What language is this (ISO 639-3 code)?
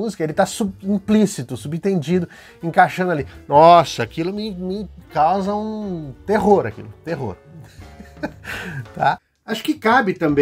por